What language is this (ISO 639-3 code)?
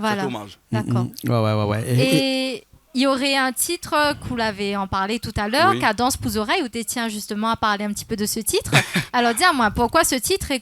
rcf